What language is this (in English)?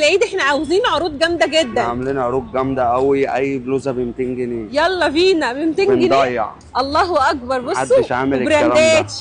Egyptian Arabic